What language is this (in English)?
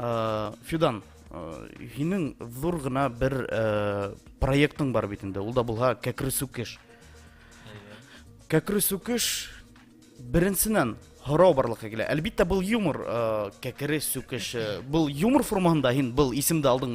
Bashkir